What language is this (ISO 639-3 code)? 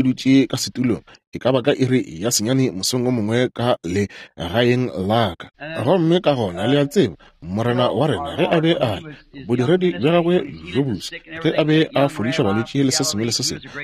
nso